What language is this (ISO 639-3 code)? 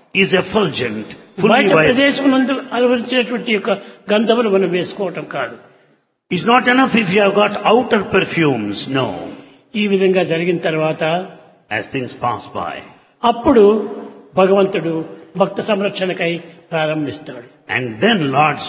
tel